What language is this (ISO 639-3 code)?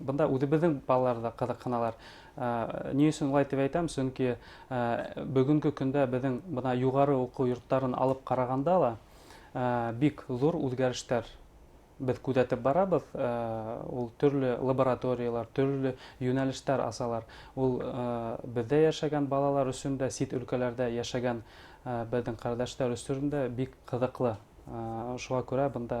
bak